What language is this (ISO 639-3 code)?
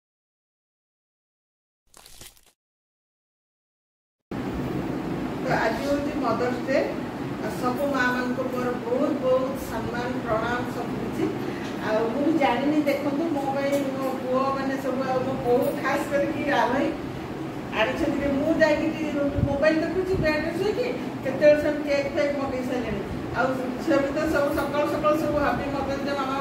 ori